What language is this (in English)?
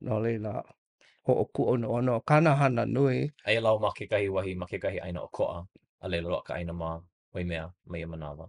Hawaiian